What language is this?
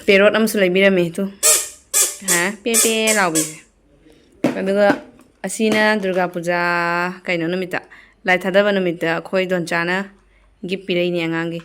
Manipuri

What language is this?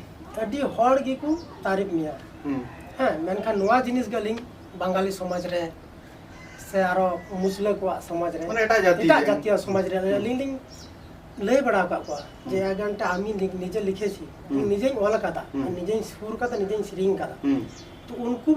Santali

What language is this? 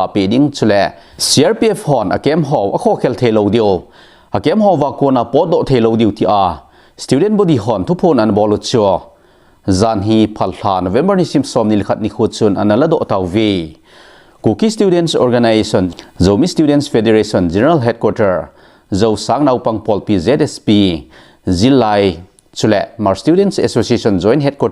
Thado Chin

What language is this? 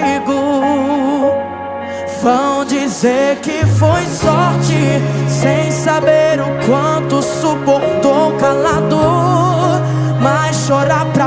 Portuguese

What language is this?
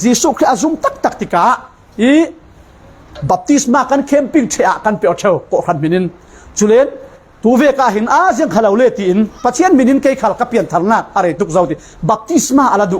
Falam Chin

